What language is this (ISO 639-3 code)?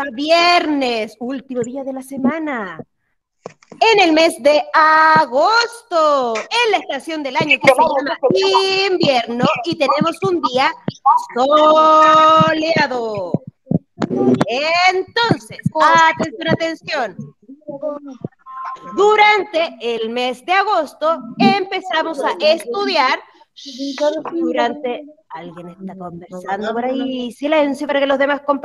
spa